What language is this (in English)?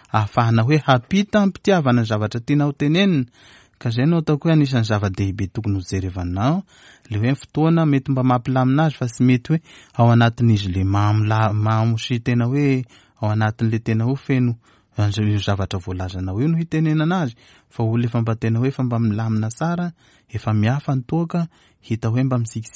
Malagasy